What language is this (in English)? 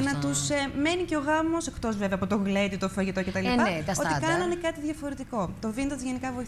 Greek